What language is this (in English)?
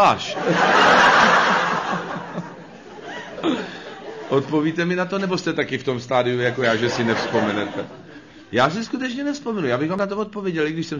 Czech